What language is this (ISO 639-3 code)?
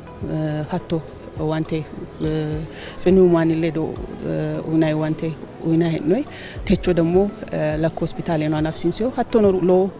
sid